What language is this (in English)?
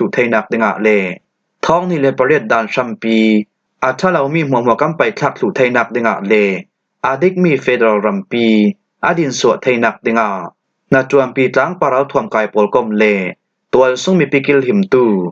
Falam Chin